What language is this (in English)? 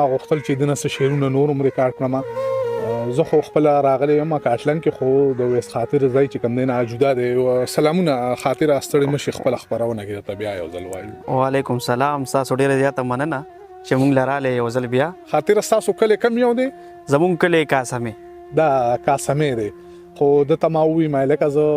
Pashto